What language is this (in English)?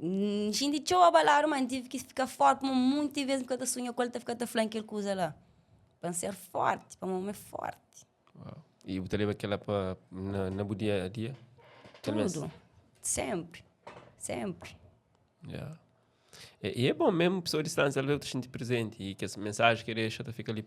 Kabuverdianu